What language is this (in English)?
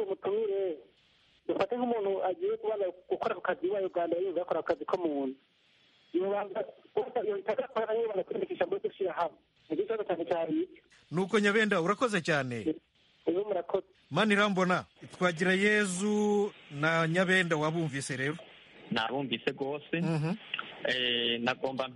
Kinyarwanda